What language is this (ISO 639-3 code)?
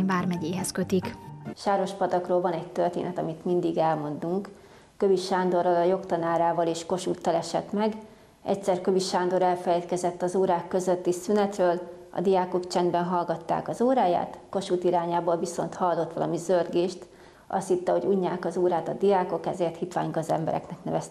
hun